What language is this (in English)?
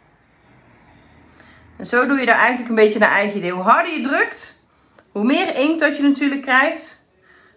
Dutch